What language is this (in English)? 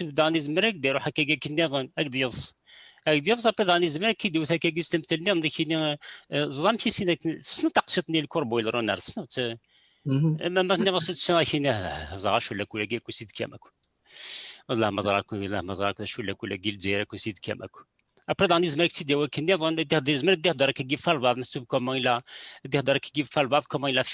Kabyle